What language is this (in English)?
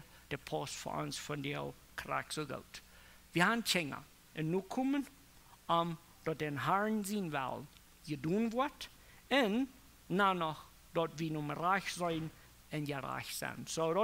Plautdietsch